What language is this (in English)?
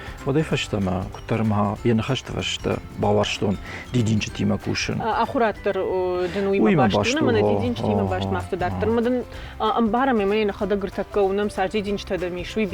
Ossetic